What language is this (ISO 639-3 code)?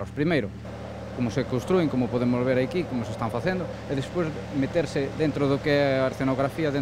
glg